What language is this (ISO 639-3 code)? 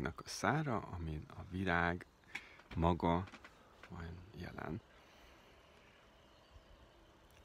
hun